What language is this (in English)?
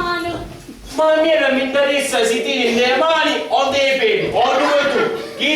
Sicilian